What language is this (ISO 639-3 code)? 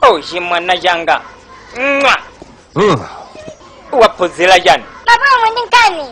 nya